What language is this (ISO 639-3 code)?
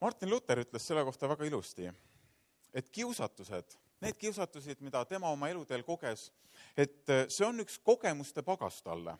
est